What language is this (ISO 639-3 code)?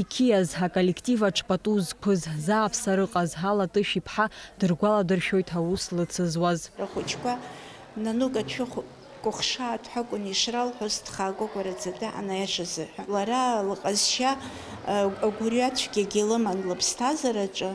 abk